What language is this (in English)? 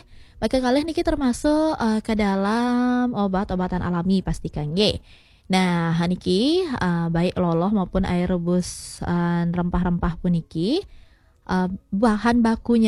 Balinese